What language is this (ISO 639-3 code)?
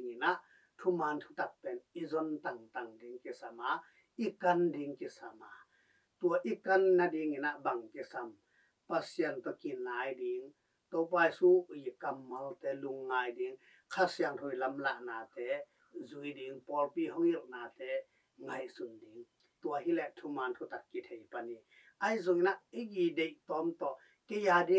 ctd